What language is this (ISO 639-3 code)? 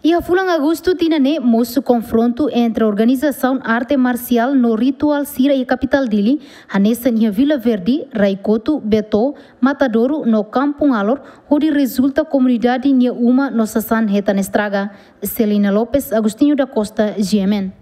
tet